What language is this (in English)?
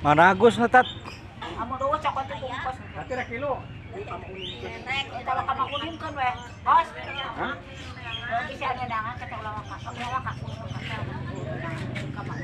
Sundanese